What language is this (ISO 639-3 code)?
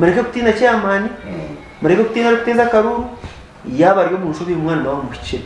nyn